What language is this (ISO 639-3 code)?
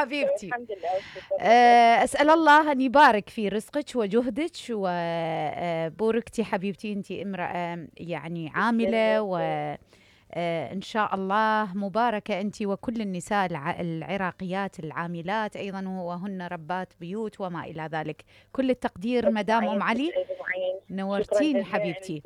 acm